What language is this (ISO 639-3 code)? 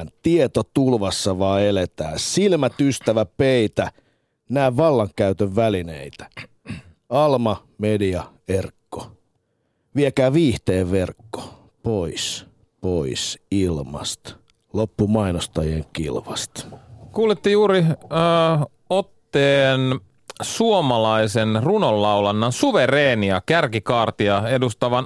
fin